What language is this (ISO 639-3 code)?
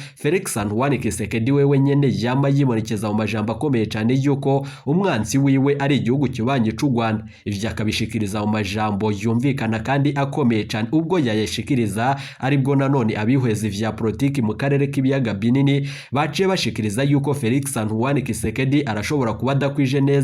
run